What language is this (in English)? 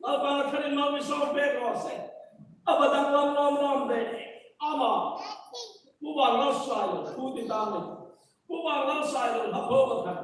Hmar